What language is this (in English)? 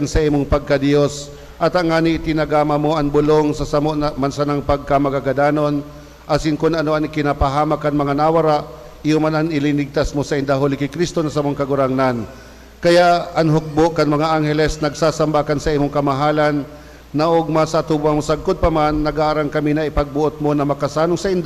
Bikol